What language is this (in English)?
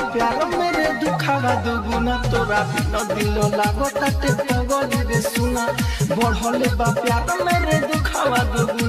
Bhojpuri